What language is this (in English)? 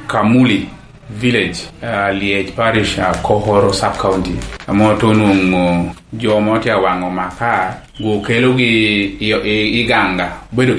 Lango (Uganda)